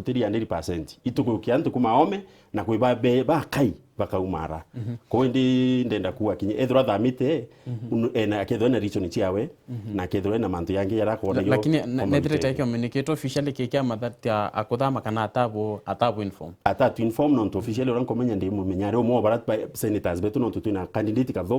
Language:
Meru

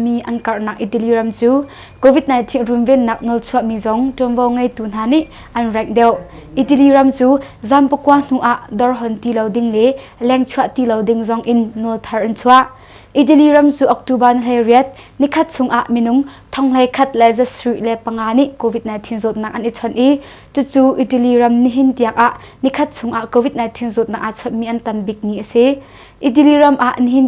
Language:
Hakha Chin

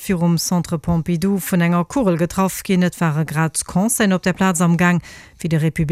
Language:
Luxembourgish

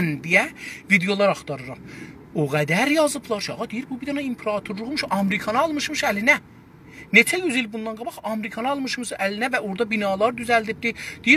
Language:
South Azerbaijani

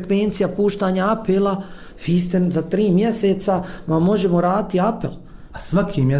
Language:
Bosnian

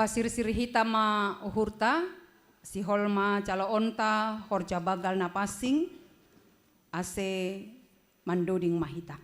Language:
Batak Simalungun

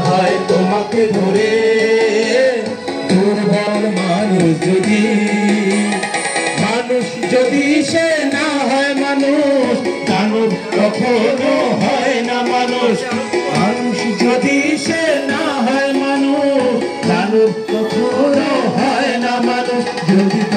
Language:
Bangla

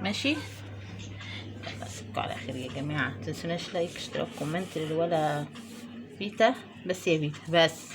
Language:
Egyptian Arabic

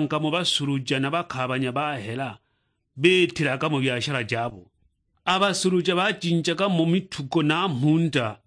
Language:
Sukuma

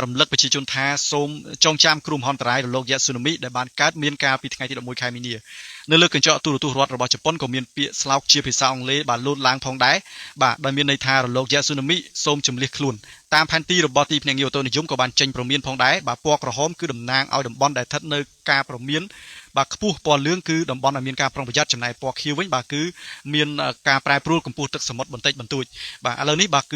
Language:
Khmer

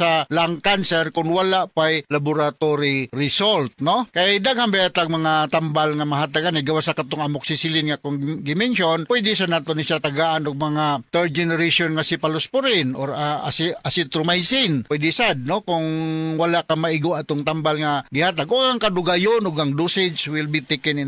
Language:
Cebuano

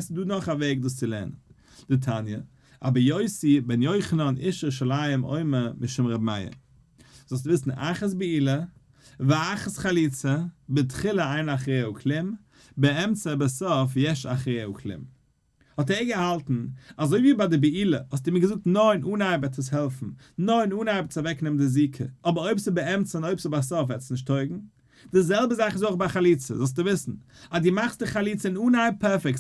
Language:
Yiddish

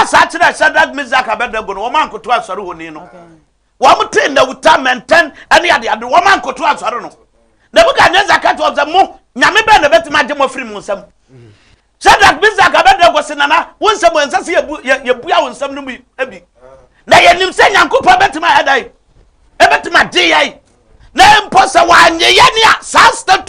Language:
Akan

